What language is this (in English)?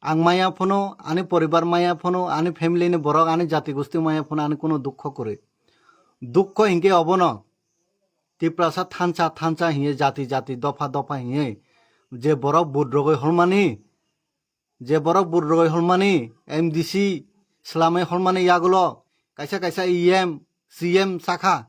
Kok Borok